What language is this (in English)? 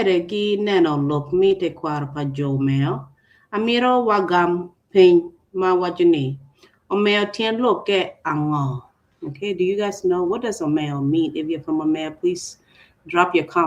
Acoli